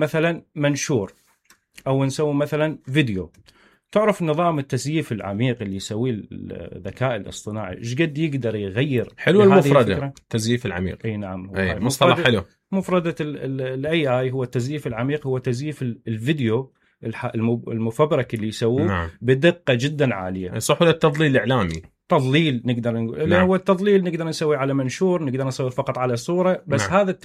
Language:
Mesopotamian Arabic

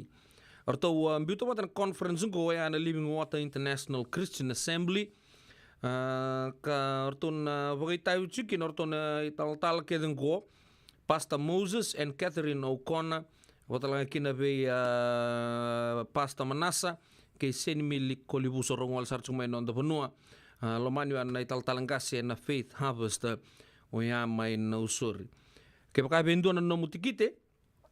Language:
Fijian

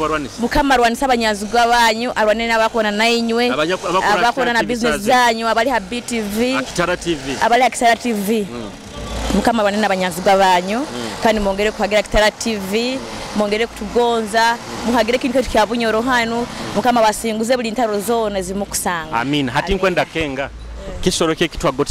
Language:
Nyoro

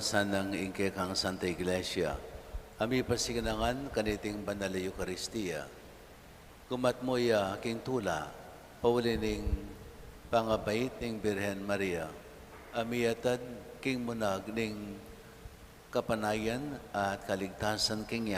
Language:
Pampanga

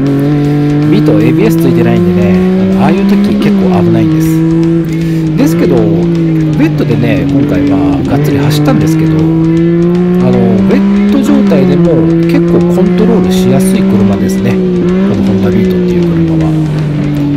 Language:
Japanese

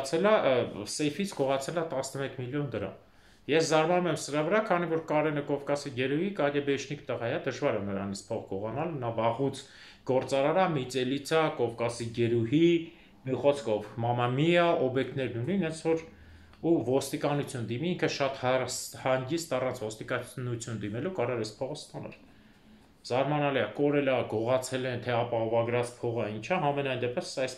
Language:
Armenian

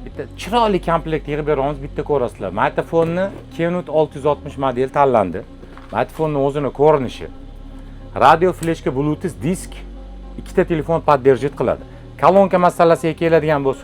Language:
Uzbek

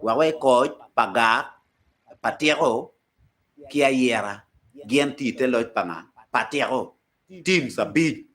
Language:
Acoli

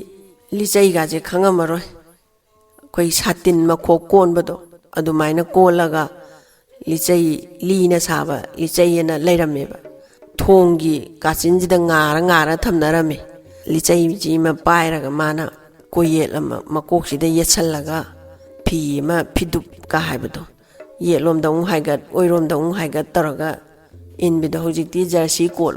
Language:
Manipuri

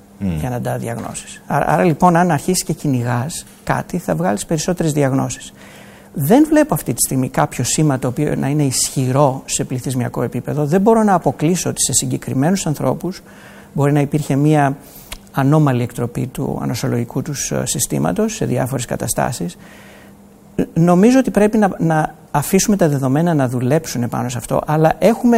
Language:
Greek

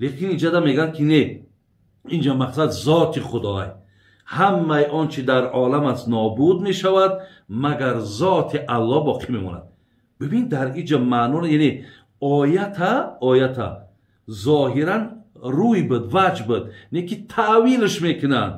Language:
Tajik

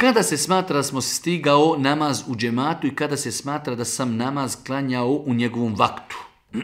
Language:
Bosnian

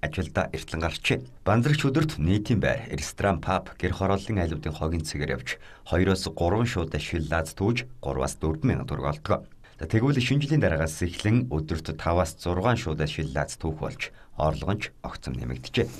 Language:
Mongolian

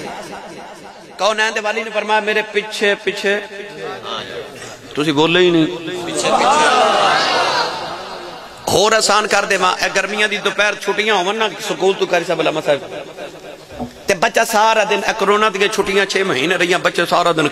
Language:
Western Panjabi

